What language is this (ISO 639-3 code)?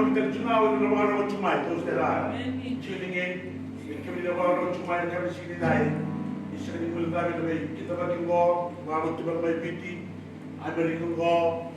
fij